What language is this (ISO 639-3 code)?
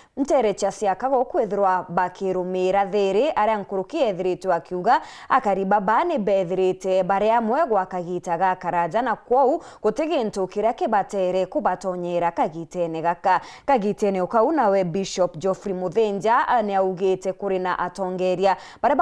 mer